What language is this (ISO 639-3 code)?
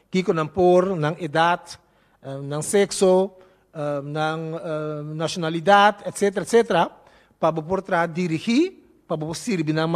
pap